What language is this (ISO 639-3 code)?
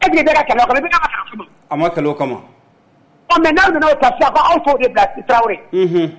bam